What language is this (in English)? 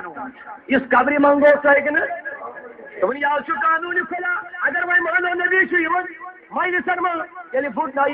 Kashmiri